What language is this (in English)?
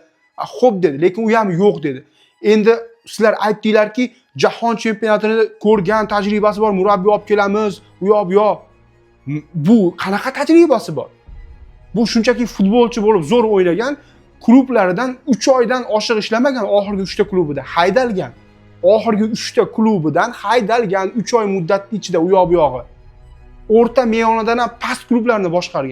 Uzbek